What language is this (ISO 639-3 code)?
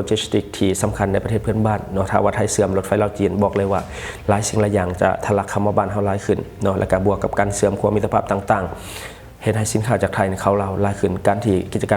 lao